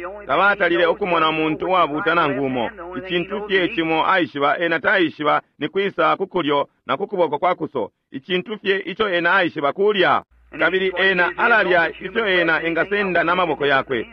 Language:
Bemba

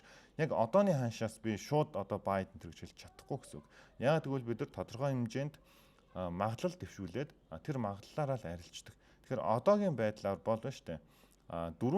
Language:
Mongolian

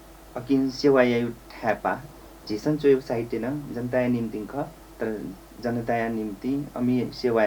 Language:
Newari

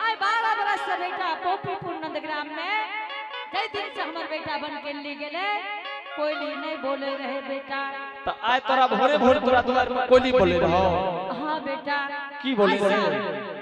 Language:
Angika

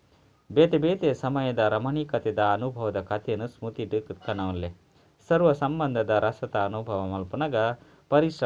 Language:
Tulu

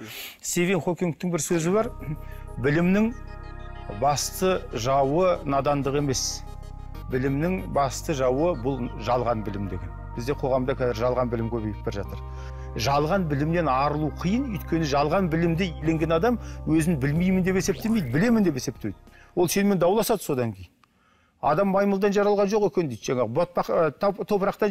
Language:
Kazakh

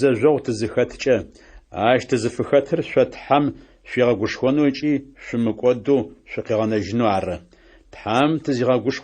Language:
Adyghe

